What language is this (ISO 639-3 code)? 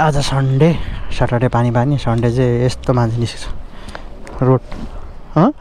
nep